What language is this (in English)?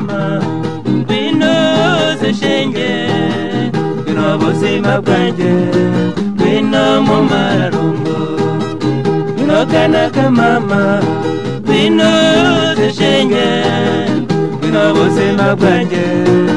Kinyarwanda